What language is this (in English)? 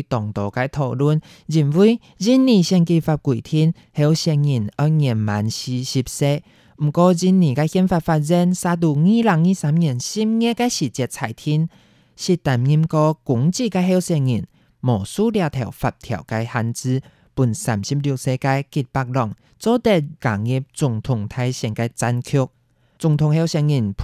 Hakka Chinese